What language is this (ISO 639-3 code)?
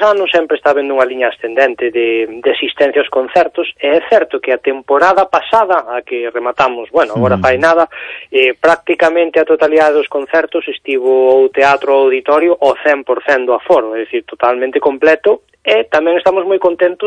glg